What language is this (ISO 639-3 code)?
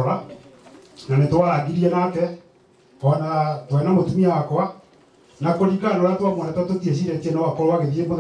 kik